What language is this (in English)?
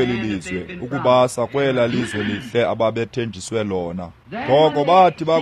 Xhosa